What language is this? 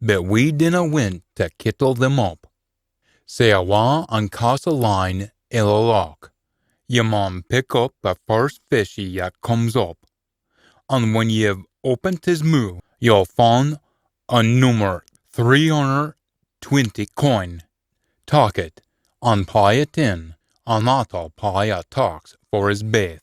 Scots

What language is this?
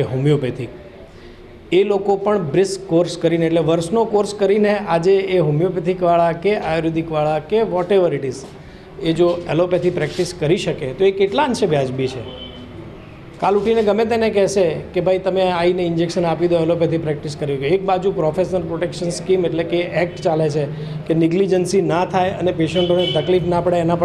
Gujarati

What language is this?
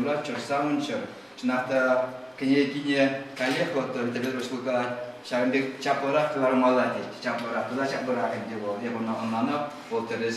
Chuvash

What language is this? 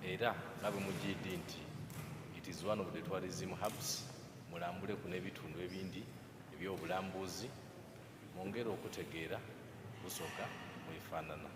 Soga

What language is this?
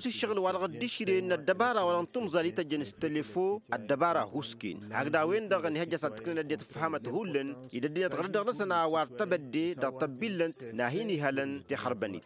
Tamasheq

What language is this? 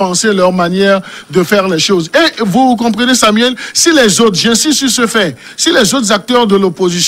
French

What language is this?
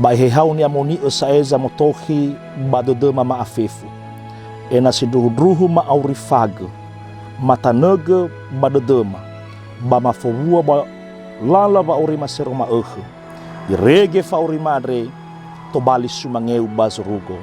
Nias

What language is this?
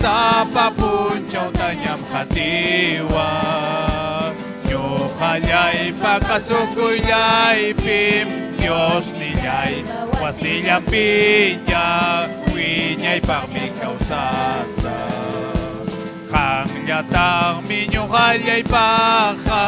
Ayacucho Quechua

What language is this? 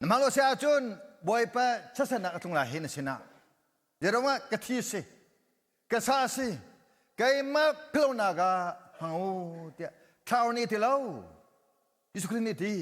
Hakha Chin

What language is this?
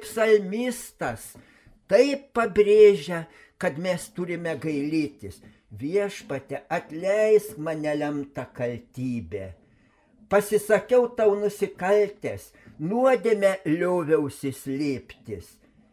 Lithuanian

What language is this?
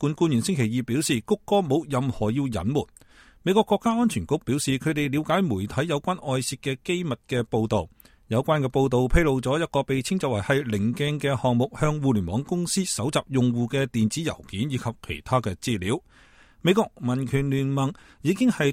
Cantonese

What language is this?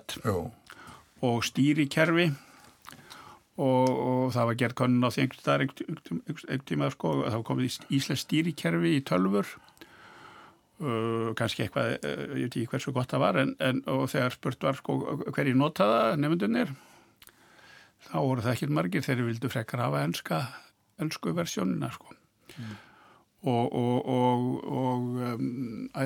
Icelandic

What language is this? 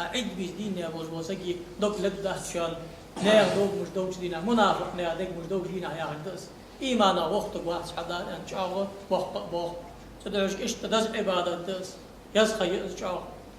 Ingush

